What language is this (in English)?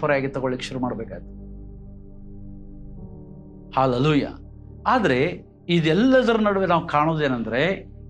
Kannada